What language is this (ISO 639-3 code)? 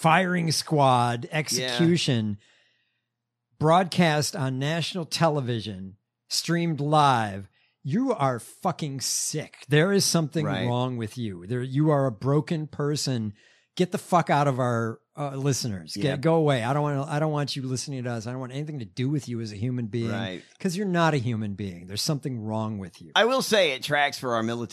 eng